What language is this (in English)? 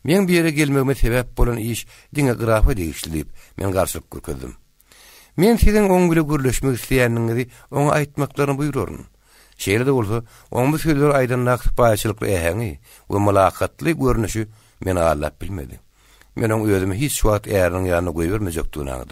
Turkmen